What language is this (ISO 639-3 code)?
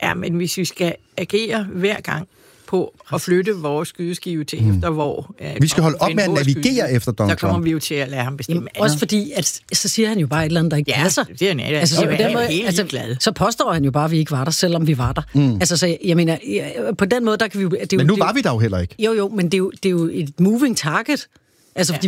dan